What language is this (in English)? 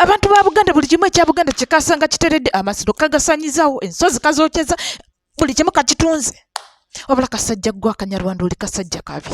Ganda